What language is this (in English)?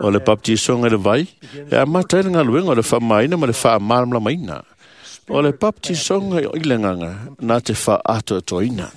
Samoan